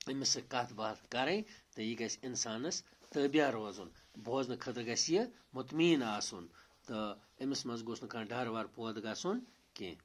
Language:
Kashmiri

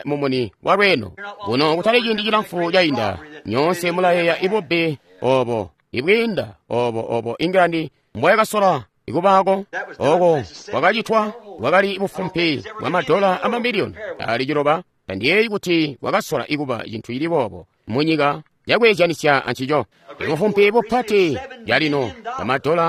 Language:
Tonga (Zambia)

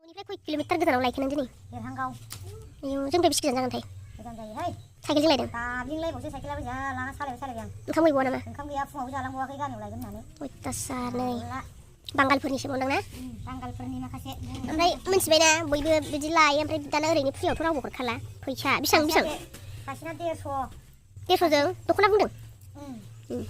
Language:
Bodo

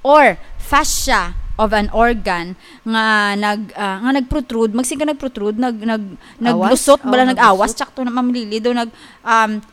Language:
Hiligaynon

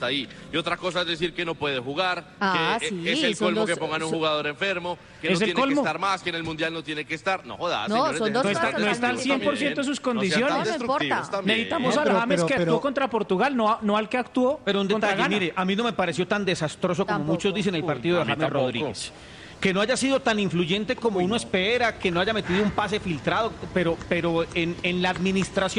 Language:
Spanish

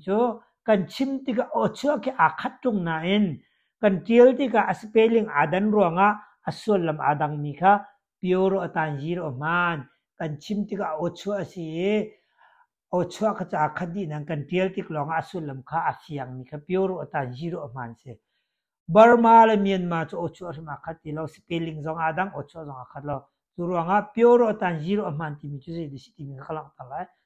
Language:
Hakha Chin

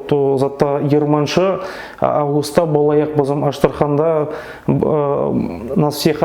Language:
Nogai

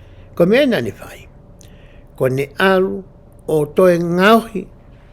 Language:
Tongan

